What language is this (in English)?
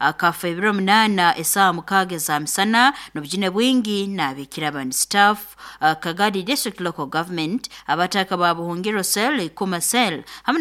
Nyoro